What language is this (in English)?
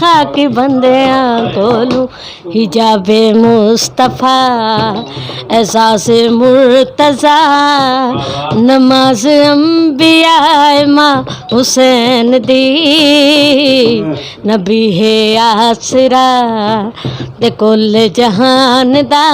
Saraiki